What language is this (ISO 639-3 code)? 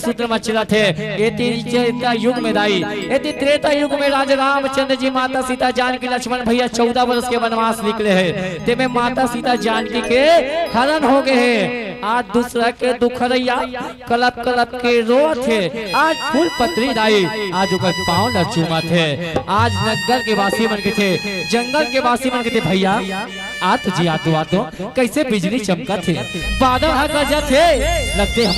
hne